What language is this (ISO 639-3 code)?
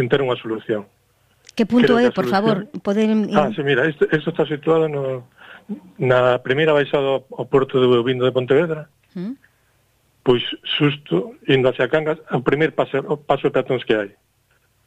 glg